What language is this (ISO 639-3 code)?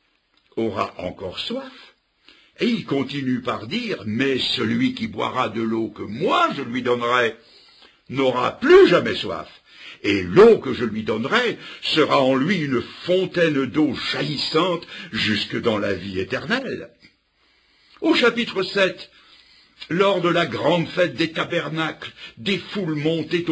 fra